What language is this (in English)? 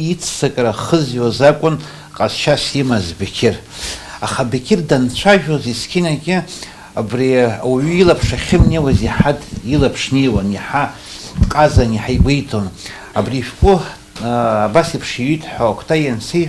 Abkhazian